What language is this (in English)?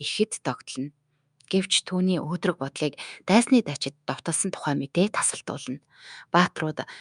Mongolian